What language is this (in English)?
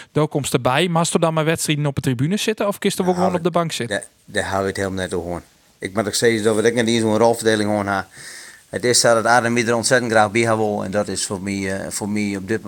Western Frisian